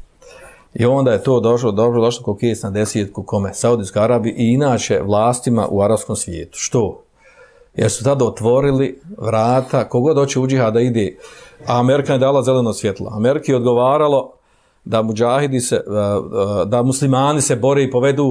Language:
Bosnian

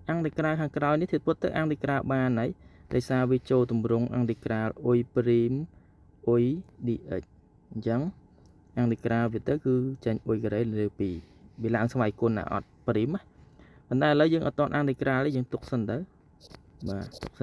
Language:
Khmer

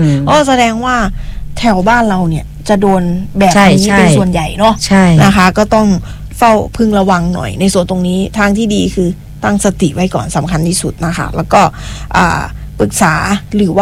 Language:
Thai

